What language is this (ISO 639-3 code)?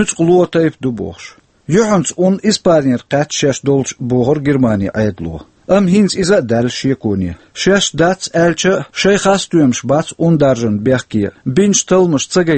che